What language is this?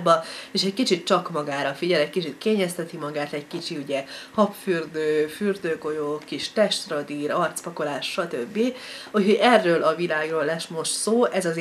Hungarian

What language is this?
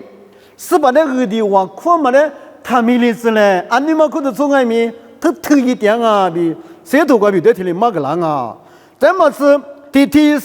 Lisu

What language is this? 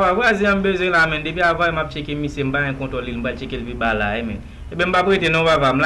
Haitian Creole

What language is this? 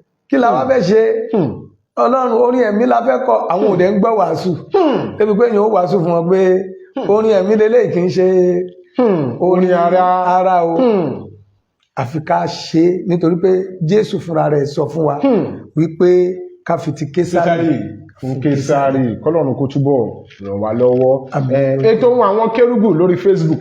Yoruba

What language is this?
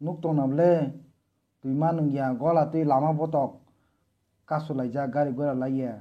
Kok Borok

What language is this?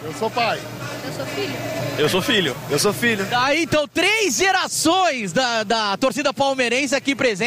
Portuguese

